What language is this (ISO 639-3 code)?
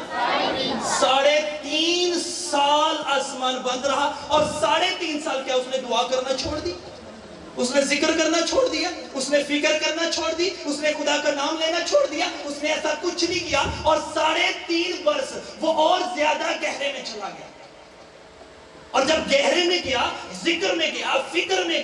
urd